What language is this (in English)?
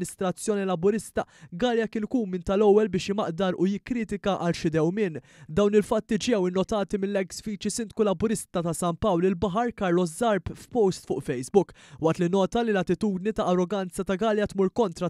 Maltese